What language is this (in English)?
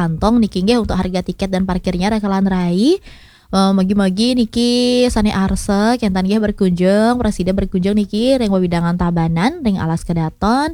Balinese